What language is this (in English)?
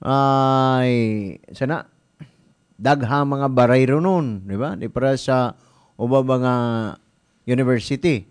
Cebuano